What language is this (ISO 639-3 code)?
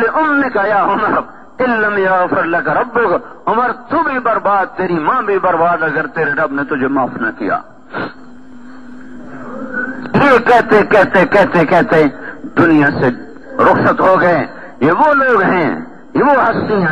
urd